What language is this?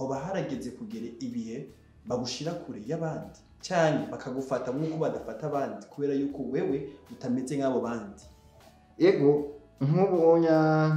Rundi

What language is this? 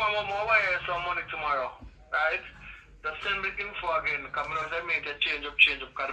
Jamaican Creole English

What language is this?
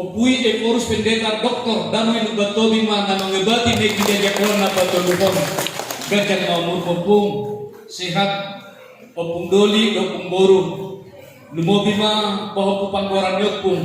Batak Toba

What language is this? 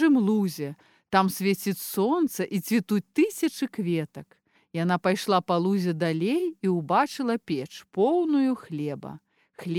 Belarusian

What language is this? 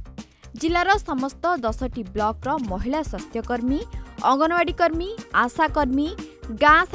Odia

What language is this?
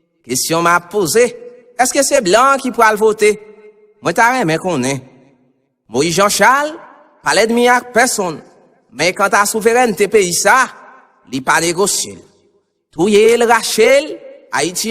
Haitian Creole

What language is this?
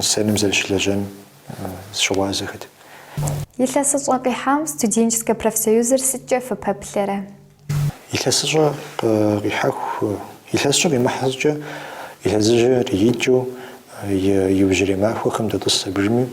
Kabardian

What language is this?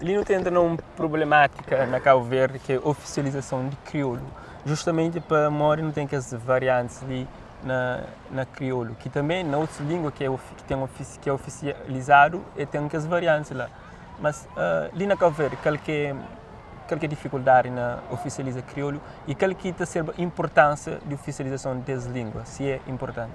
Kabuverdianu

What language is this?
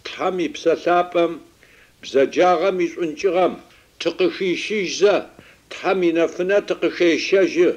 Adyghe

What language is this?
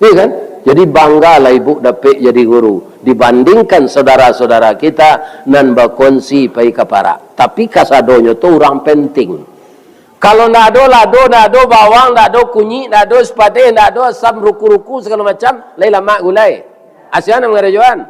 Minangkabau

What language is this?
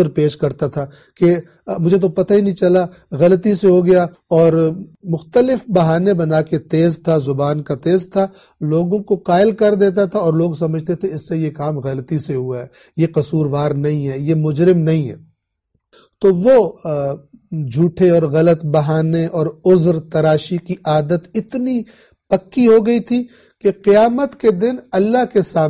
Urdu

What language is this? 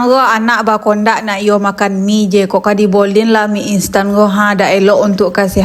Minangkabau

